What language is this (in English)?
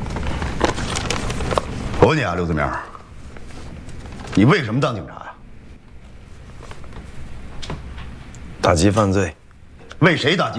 Chinese